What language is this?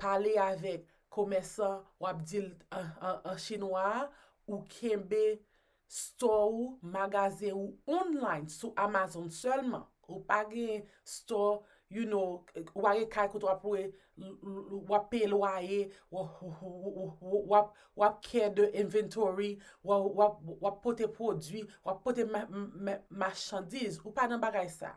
Haitian Creole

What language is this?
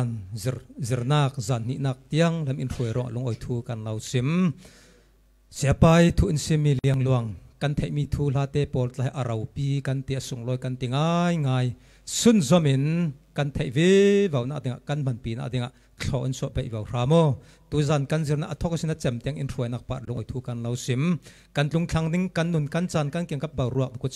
Falam Chin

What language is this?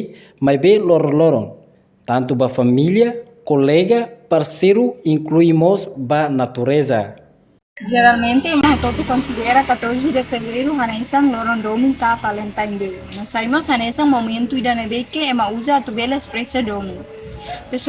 Tetum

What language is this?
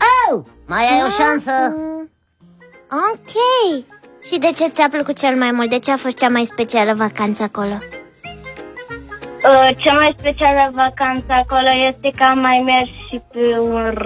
Romanian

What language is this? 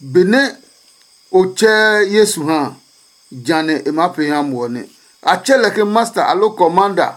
Adangme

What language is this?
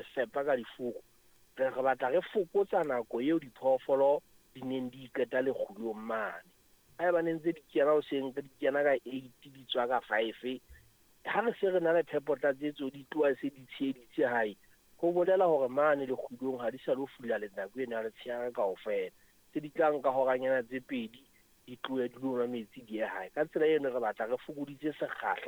Southern Sotho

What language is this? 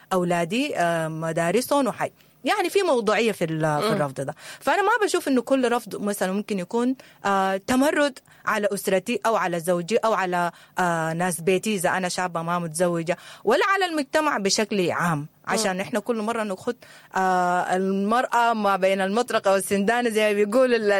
Sudanese Arabic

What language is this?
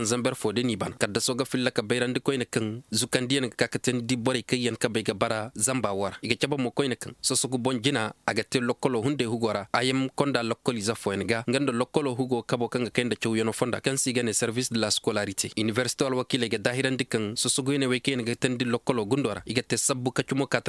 Koyraboro Senni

